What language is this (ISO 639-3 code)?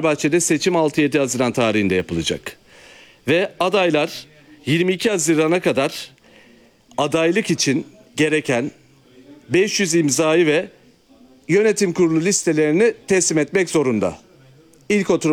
tur